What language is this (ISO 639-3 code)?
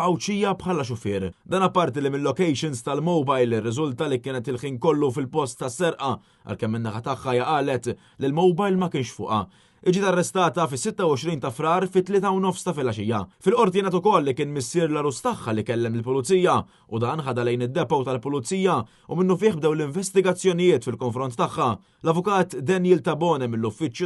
mlt